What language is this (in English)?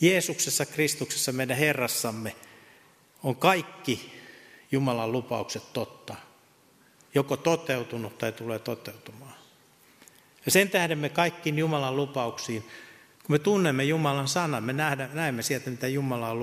Finnish